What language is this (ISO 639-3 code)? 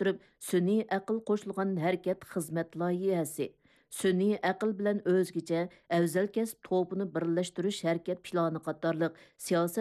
uig